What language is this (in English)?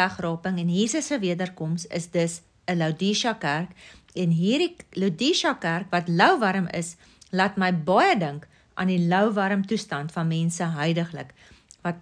Afrikaans